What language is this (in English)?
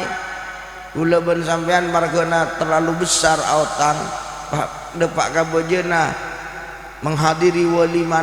Madurese